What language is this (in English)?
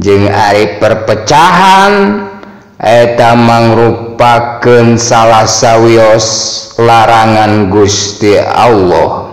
Sundanese